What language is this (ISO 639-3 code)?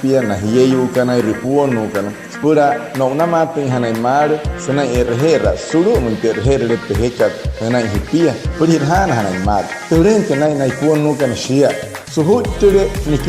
guc